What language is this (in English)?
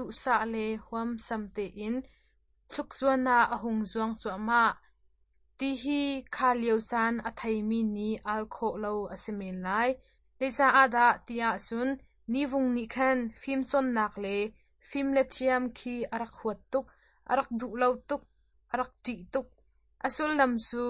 Hakha Chin